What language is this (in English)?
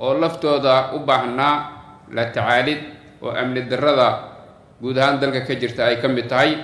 Somali